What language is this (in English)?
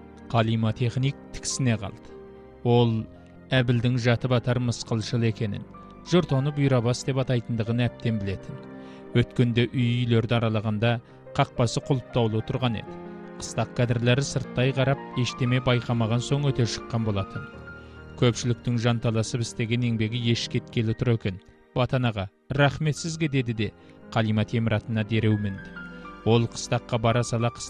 Kazakh